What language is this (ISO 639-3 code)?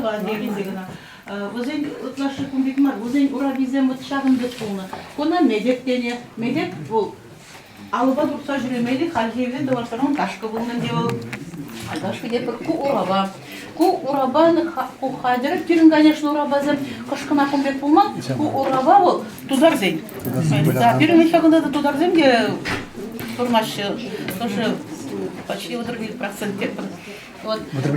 chv